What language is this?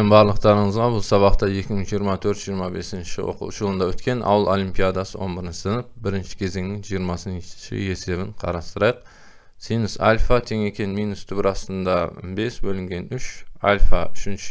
Kazakh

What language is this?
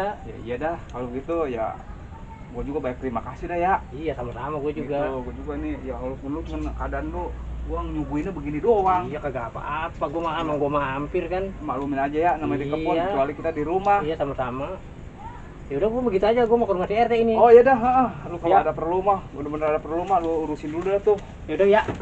Betawi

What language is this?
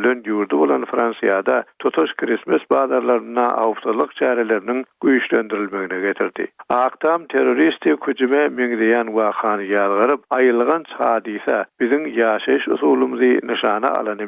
Turkmen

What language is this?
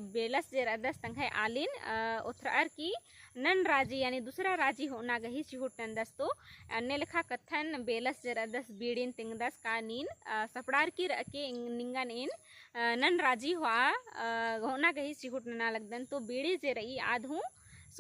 Kurukh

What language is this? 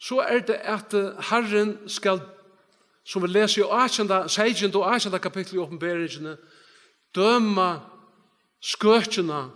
Faroese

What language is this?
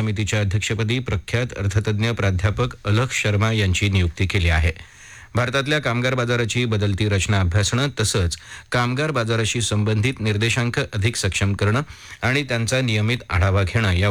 Marathi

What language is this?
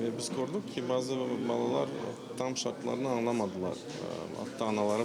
Crimean Tatar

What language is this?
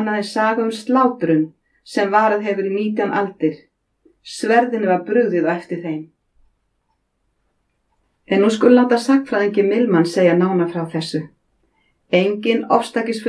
Icelandic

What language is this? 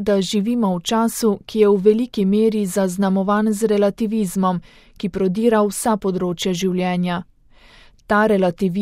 Slovenian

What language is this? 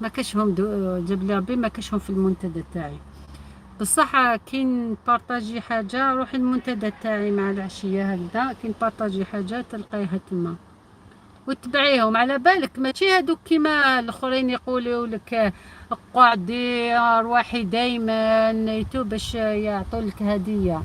Algerian Arabic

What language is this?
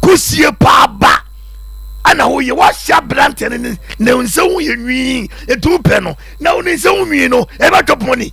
Akan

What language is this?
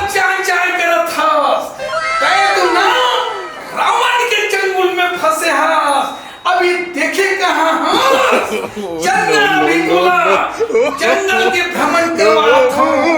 Chhattisgarhi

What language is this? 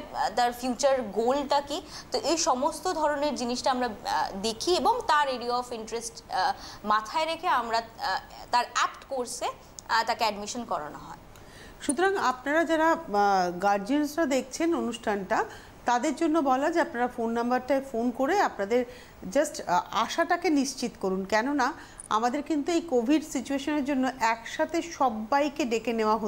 Bangla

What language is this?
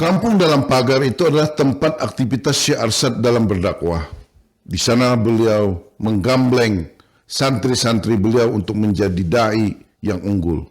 Banjar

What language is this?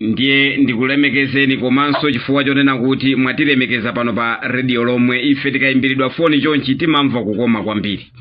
Nyanja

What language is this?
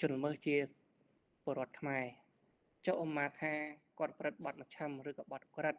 Khmer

